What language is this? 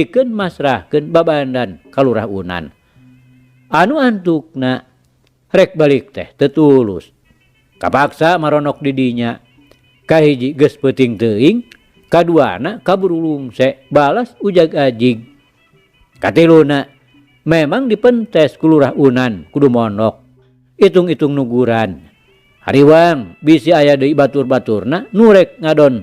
Sundanese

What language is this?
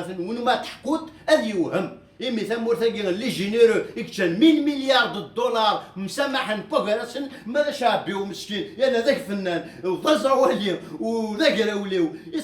Kabyle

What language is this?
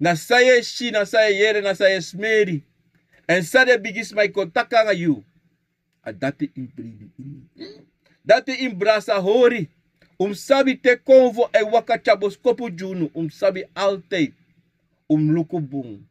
Sranan Tongo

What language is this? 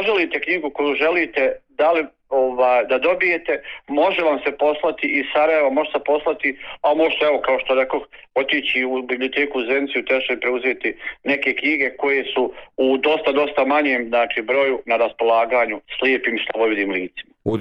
Bosnian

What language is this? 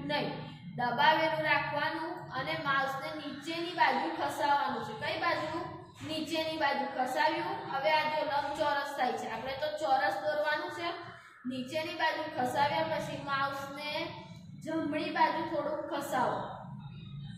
Gujarati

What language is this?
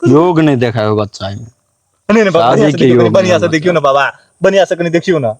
Maithili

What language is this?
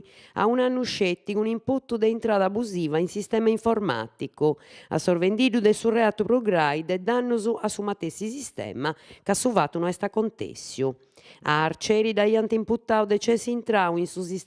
Sardinian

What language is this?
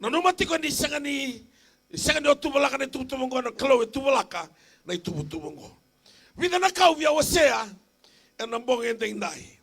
Fijian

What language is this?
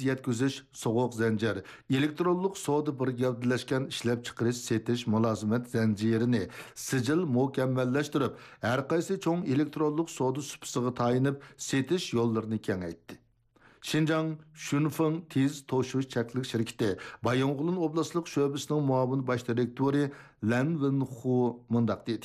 Uyghur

